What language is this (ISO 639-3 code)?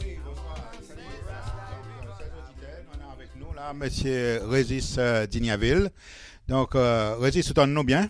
crs